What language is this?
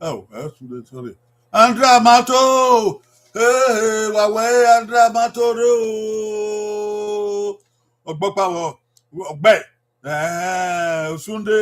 Bini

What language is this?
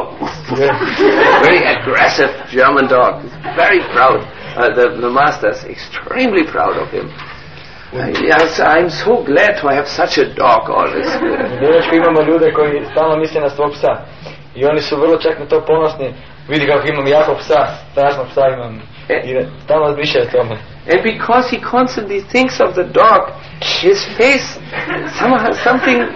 Croatian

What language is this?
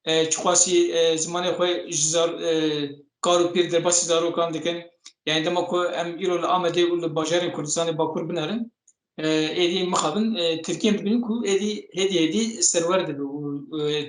Kurdish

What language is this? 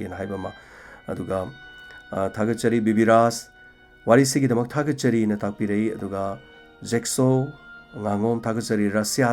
Manipuri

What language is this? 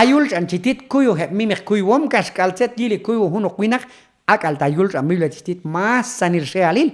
Q'anjob'al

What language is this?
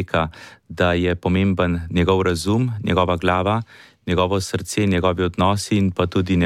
Slovenian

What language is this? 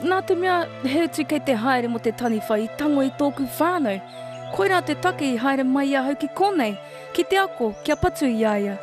Māori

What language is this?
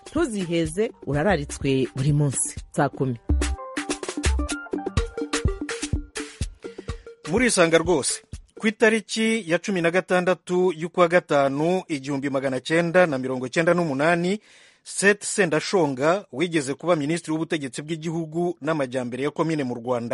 Kinyarwanda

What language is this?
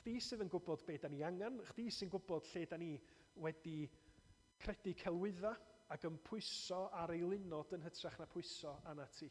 Welsh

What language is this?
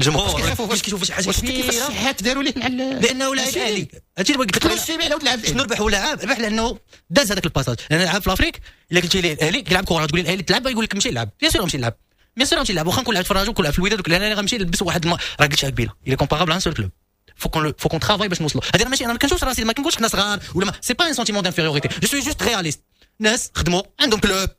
Moroccan Arabic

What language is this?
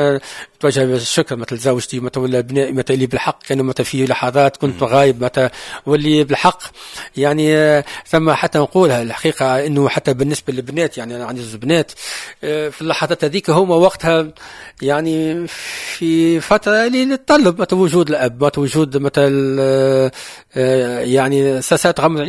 Tunisian Arabic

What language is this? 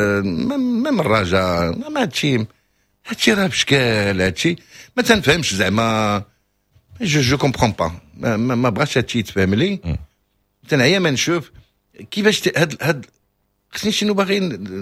Moroccan Arabic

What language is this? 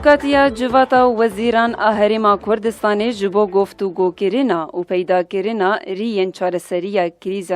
Kurdish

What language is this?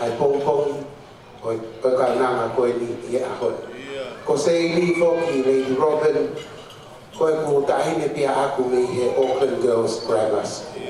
Tongan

